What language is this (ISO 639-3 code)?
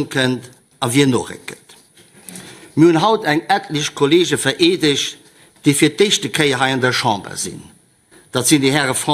ltz